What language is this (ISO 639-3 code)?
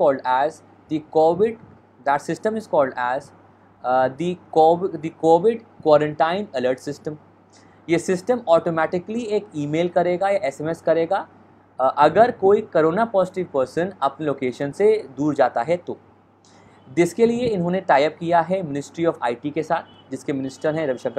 hin